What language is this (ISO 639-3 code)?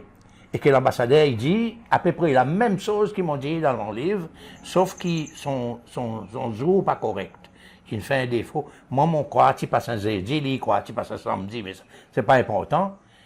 crs